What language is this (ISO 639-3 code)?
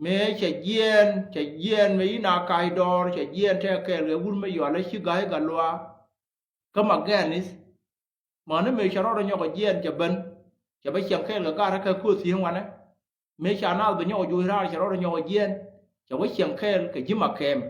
nus